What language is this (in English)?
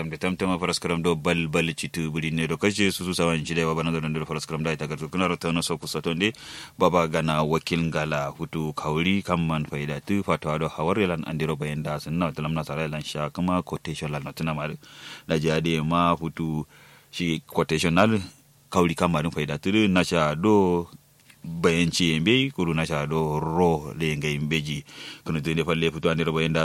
Kanuri